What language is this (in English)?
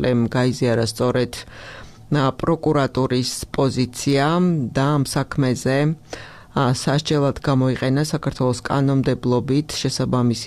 Georgian